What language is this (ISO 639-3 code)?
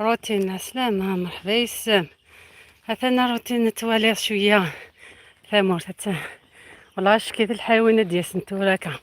arq